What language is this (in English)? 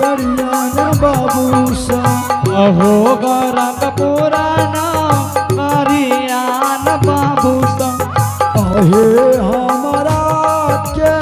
Angika